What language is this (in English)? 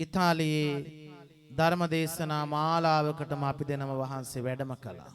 Sinhala